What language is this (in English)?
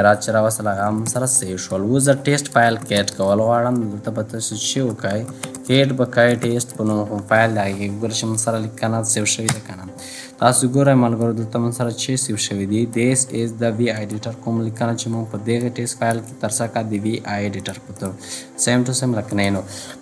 Pashto